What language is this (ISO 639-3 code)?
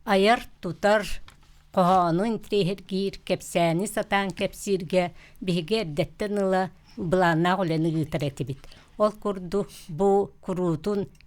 sah